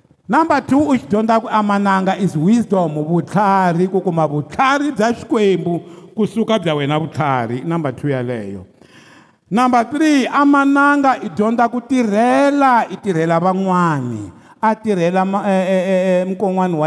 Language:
Tsonga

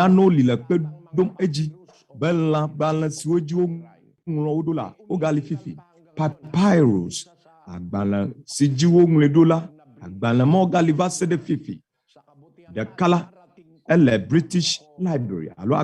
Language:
Ewe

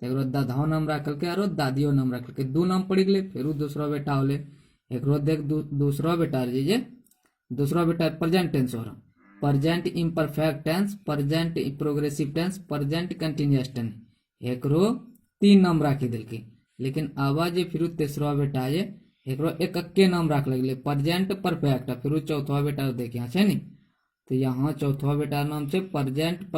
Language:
Angika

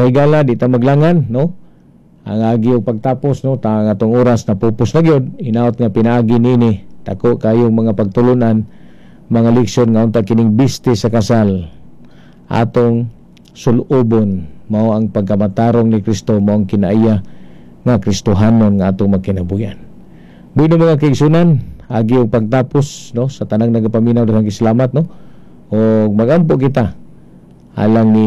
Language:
Cebuano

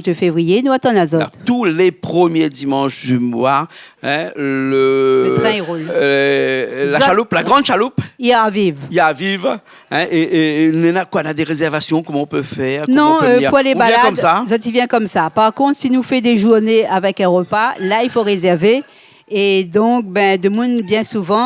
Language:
Réunion Creole French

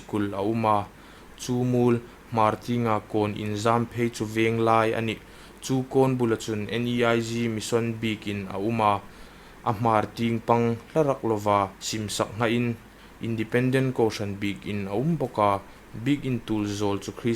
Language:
Hmar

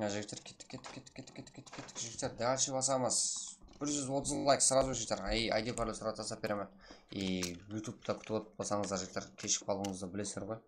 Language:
Kara-Kalpak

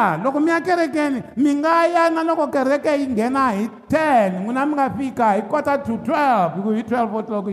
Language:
Tsonga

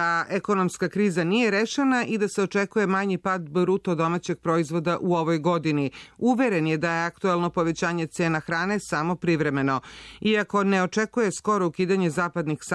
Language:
Serbian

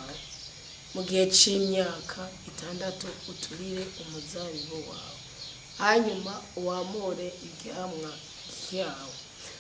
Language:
Rundi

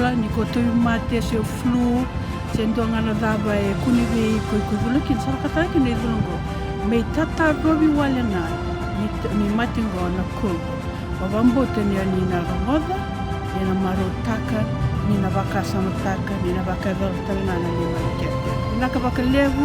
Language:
Fijian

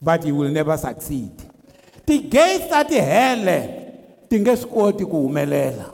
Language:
Tsonga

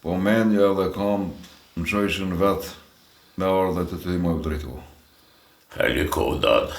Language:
Albanian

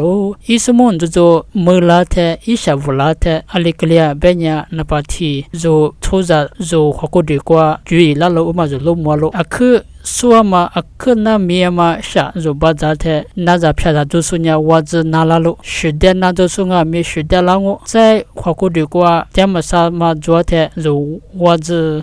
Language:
Lisu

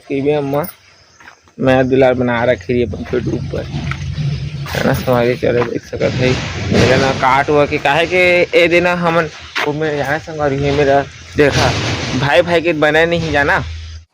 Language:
Chhattisgarhi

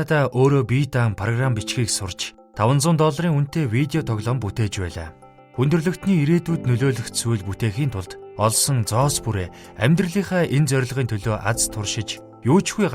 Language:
Mongolian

